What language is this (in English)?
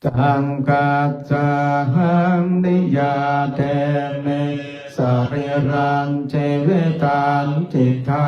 Pali